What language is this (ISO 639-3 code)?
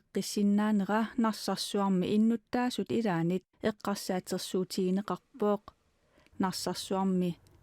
kal